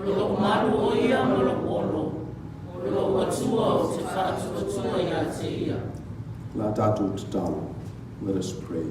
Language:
Samoan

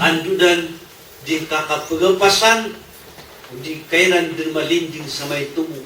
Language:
Maranao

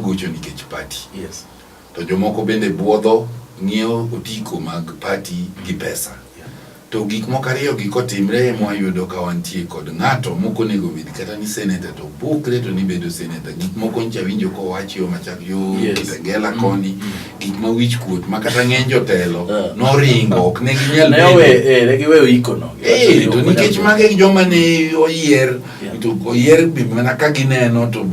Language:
Luo (Kenya and Tanzania)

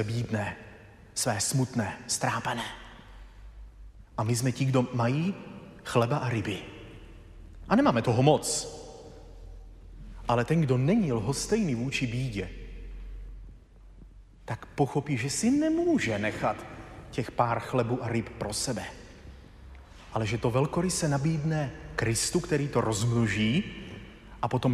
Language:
Czech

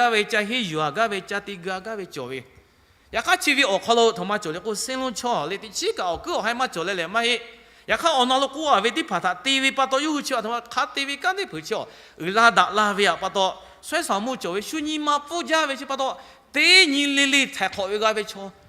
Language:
Lahu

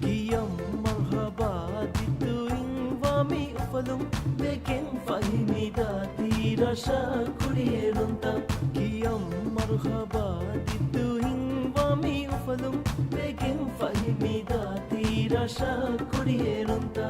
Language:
Divehi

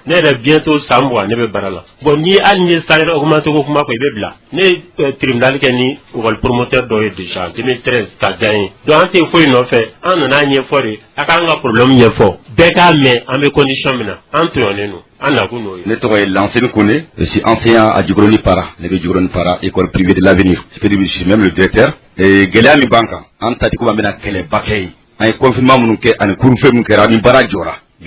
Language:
Bambara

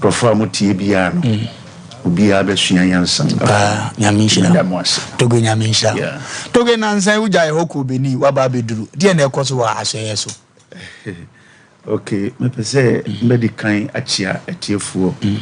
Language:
Akan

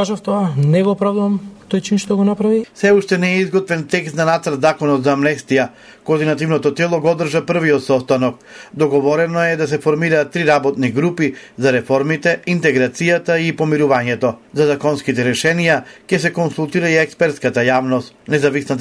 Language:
Macedonian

